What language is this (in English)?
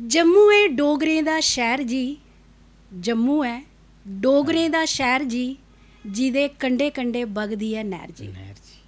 Dogri